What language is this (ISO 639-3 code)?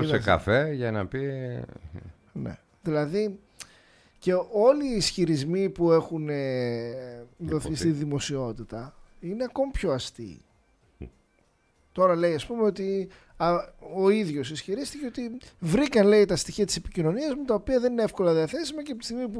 ell